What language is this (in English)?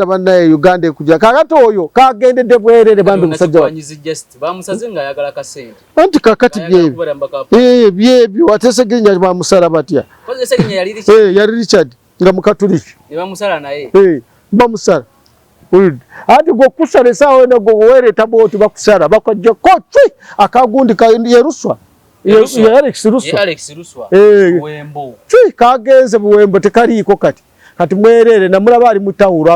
Ganda